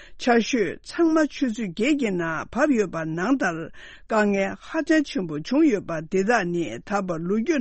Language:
Tibetan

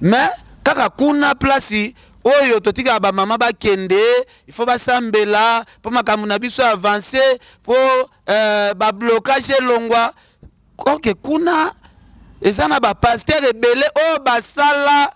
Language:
Lingala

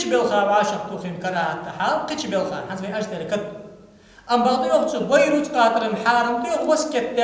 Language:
Ingush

